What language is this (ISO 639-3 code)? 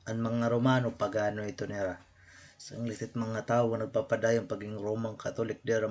war